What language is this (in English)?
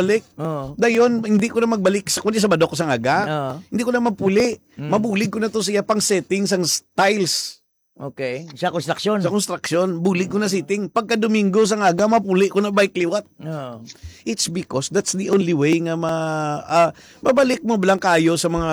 Hiligaynon